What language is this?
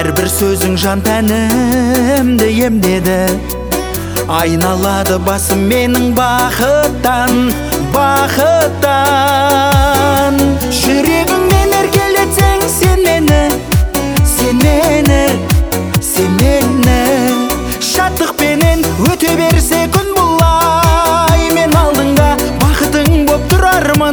Kazakh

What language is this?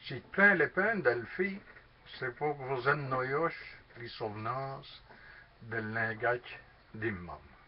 Walloon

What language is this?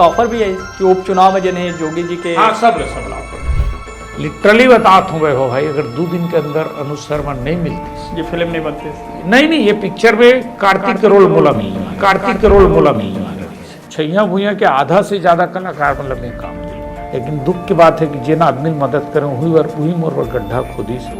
Chhattisgarhi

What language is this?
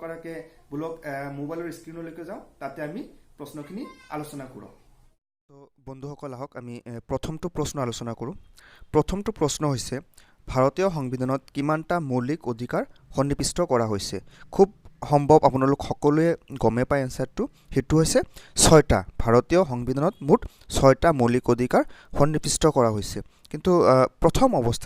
Assamese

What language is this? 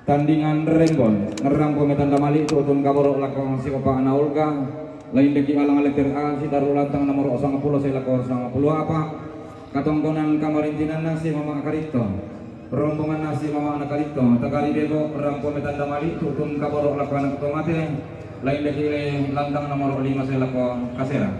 Toraja-Sa'dan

